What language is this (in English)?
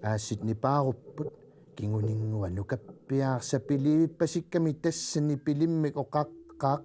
Kalaallisut